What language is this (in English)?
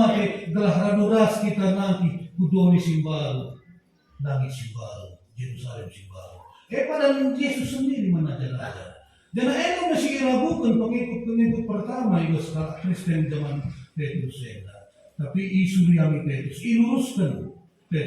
Batak Karo